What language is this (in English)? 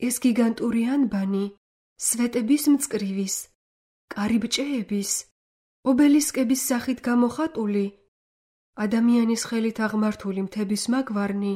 Georgian